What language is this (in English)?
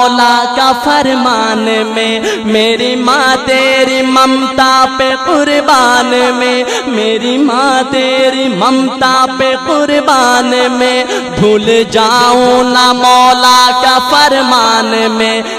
Urdu